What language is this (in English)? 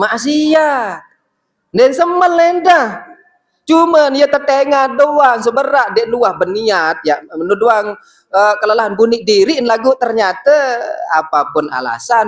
Sasak